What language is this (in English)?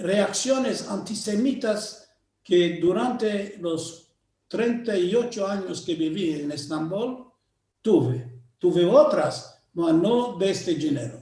Ladino